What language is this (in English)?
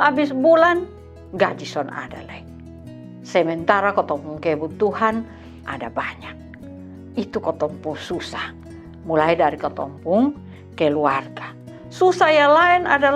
Kupang Malay